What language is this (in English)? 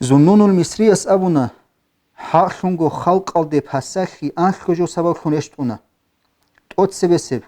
Avaric